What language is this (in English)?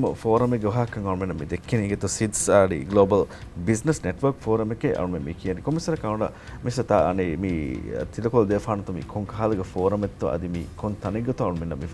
Divehi